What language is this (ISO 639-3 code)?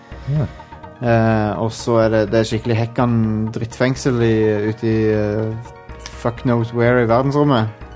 nor